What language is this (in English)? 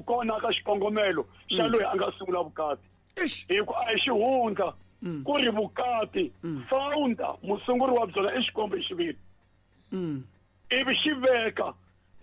Tsonga